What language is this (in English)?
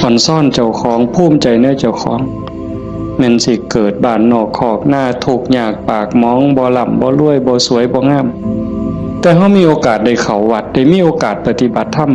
Northeastern Thai